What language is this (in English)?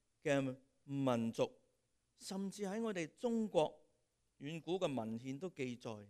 Cantonese